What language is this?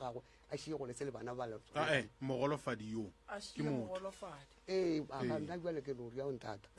Northern Sotho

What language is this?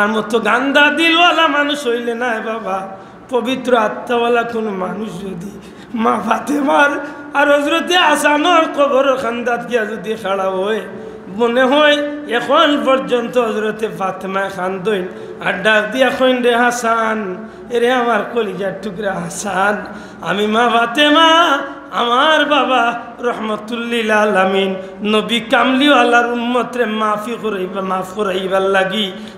Sylheti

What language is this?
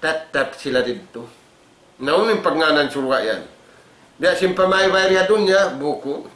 Tausug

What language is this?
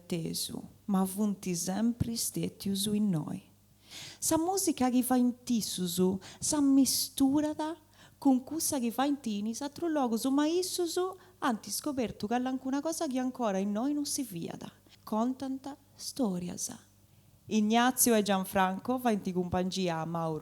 Sardinian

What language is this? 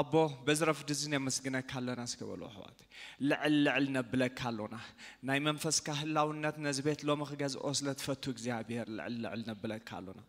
Tigrinya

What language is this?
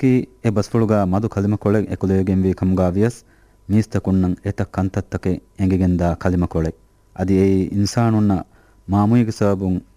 Divehi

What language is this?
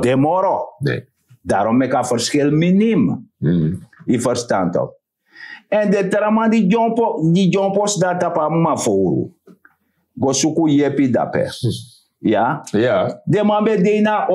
Sranan Tongo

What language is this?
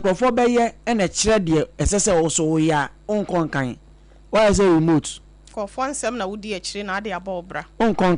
Akan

